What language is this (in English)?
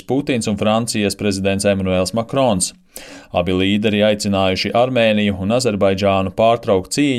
Latvian